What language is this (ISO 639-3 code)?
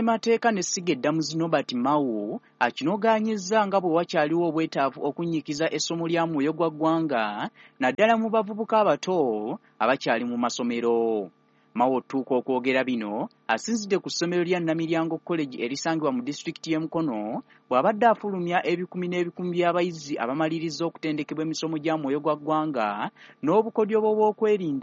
lug